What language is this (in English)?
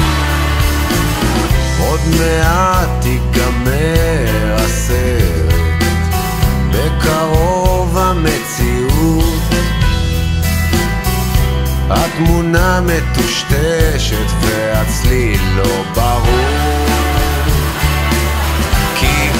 Hebrew